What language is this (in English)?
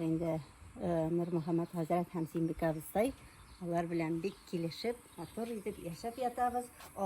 Tatar